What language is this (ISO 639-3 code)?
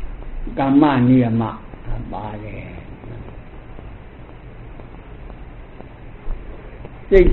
mya